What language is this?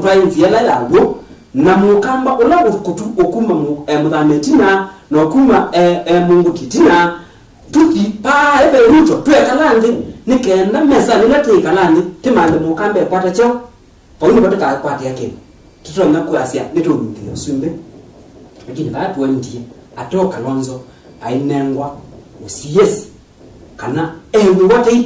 Kamba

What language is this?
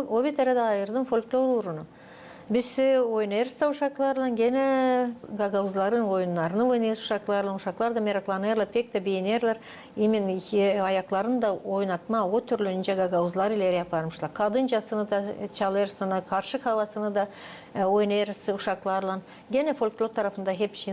Gagauz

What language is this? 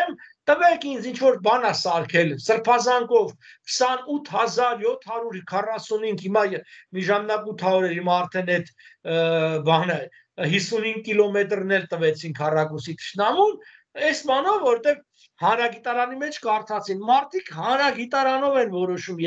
Armenian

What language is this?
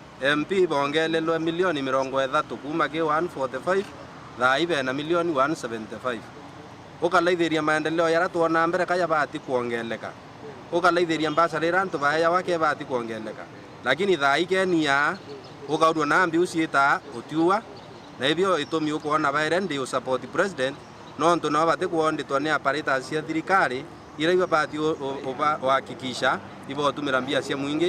Meru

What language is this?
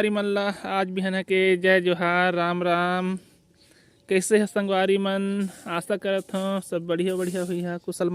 Chhattisgarhi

